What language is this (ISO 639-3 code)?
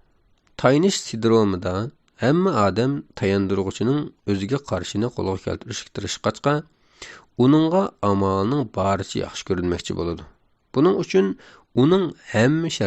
uig